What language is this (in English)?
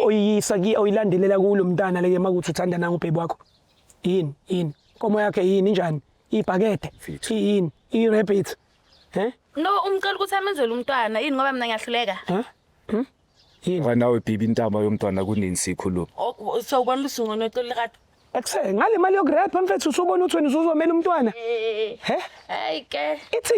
Zulu